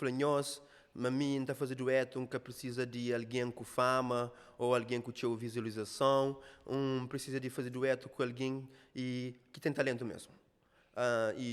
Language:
Kabuverdianu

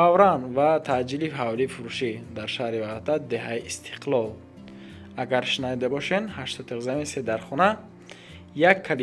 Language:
Tajik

